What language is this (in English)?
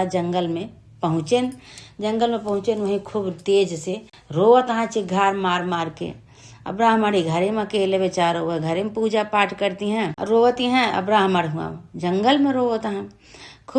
Awadhi